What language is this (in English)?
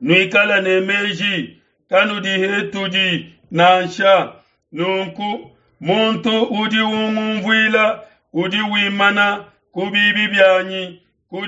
Luba-Lulua